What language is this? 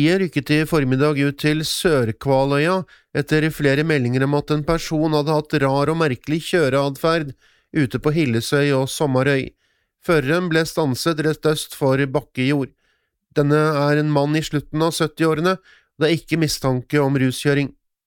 Norwegian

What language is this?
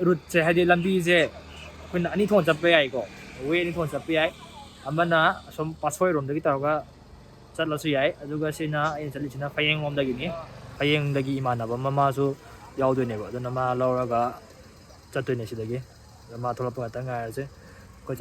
Manipuri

